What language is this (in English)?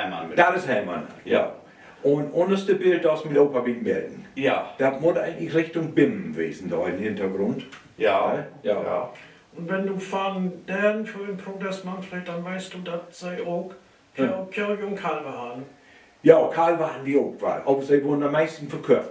Low German